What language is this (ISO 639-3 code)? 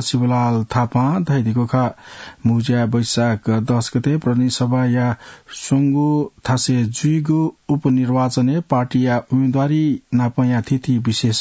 new